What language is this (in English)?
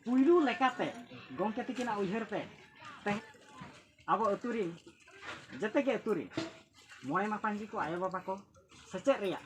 Santali